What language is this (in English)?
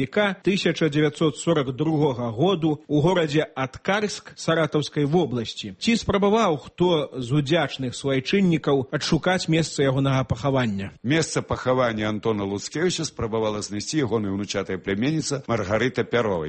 Belarusian